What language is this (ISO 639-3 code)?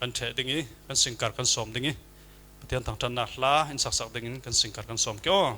cfm